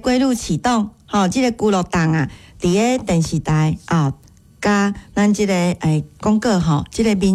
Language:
Min Nan Chinese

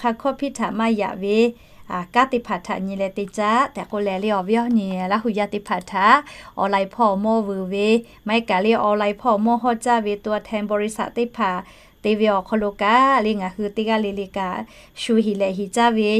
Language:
Lahu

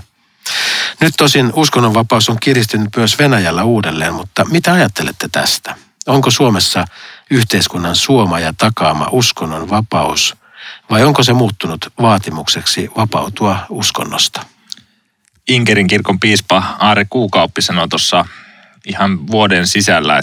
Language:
Finnish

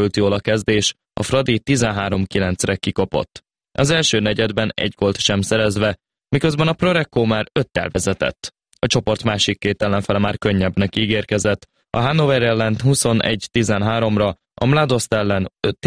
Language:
Hungarian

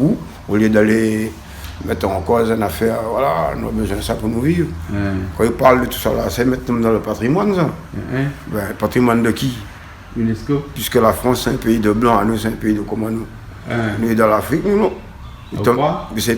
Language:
Réunion Creole French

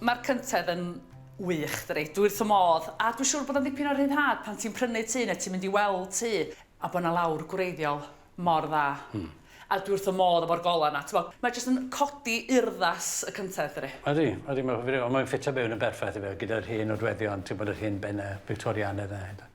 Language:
Welsh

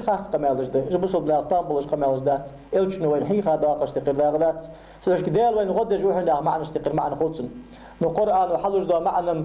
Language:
Ingush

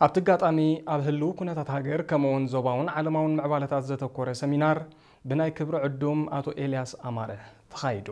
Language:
Tigrinya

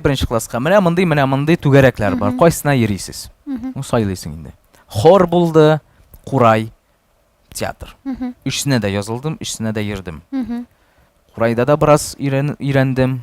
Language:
Tatar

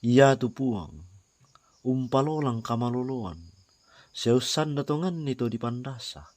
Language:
Toraja-Sa'dan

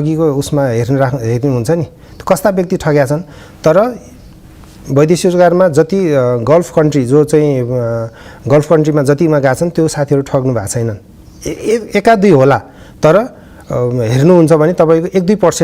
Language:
Nepali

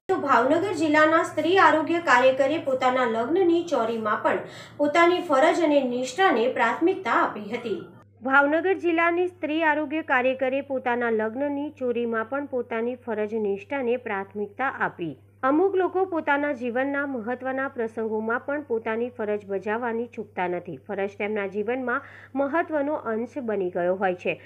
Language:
Gujarati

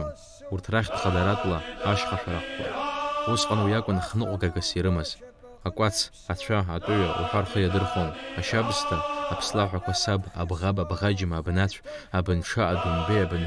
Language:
Abkhazian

